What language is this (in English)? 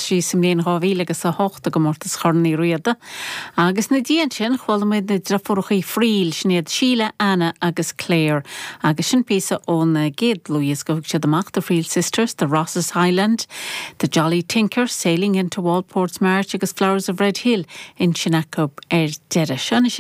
Irish